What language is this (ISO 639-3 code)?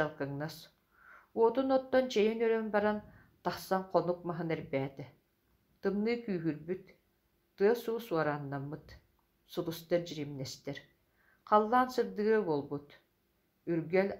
sah